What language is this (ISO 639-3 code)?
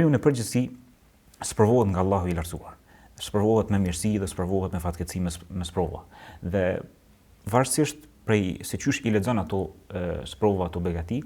sqi